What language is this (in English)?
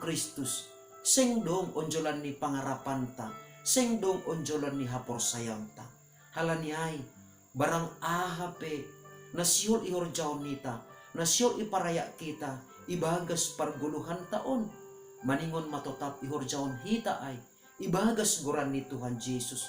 Batak Simalungun